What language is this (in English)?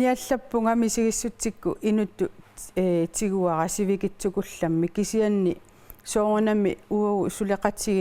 Kalaallisut